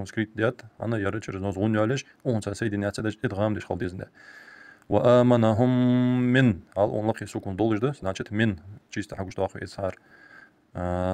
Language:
Ingush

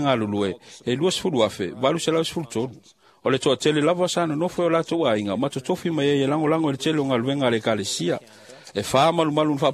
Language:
Samoan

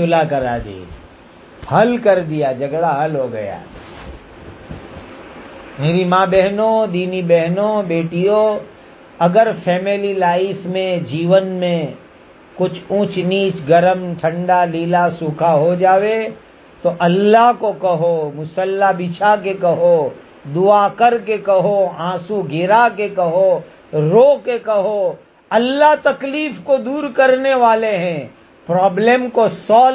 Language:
Urdu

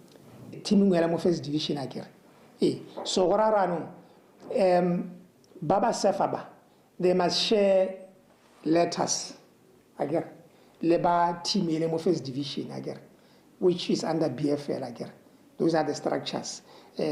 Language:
Tswana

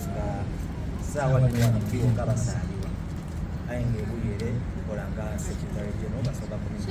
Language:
Soga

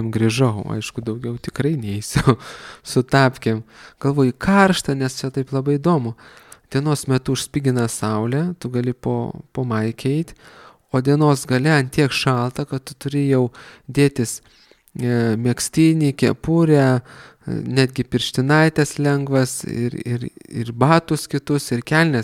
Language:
Lithuanian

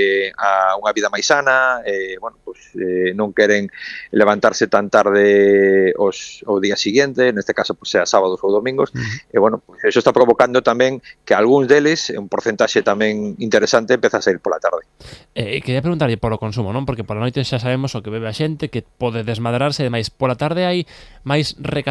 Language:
Galician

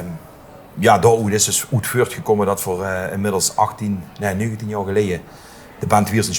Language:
Limburgish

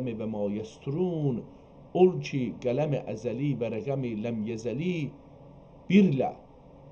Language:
South Azerbaijani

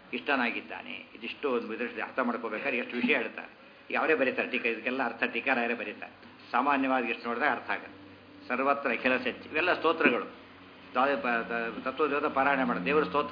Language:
Kannada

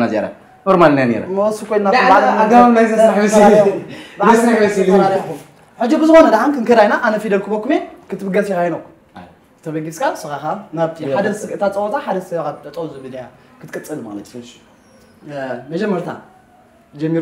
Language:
Tigrinya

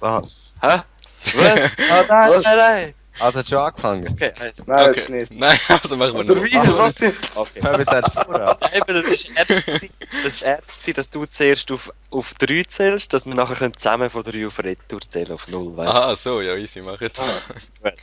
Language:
Swiss German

